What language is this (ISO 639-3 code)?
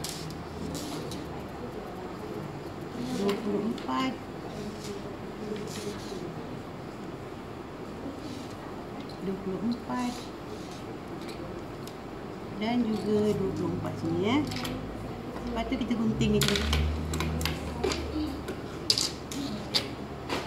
msa